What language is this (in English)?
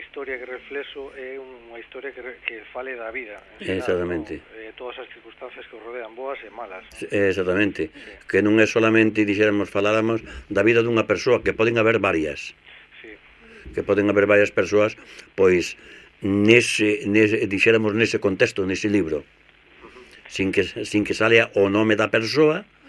Galician